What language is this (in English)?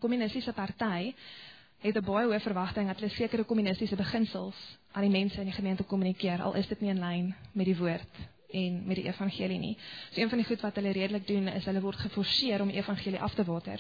Afrikaans